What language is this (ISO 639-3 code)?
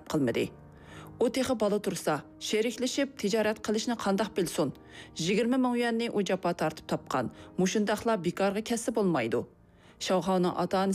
uig